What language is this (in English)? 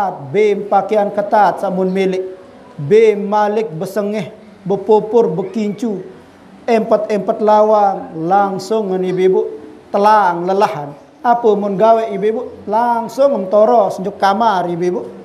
Sasak